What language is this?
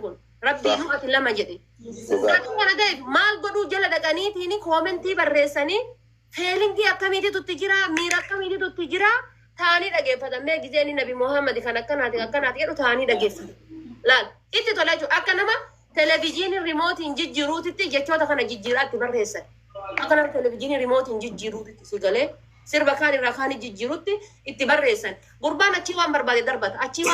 Oromo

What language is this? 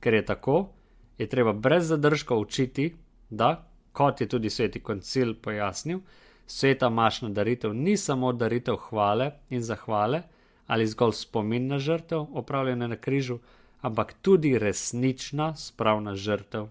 Slovenian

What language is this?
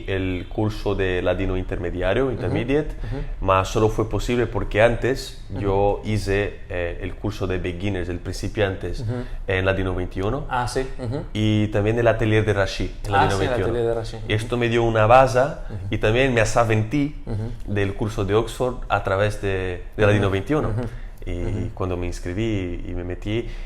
Ladino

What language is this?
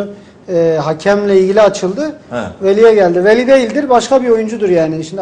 Turkish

